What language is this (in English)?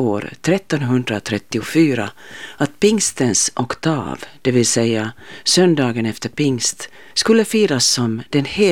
Swedish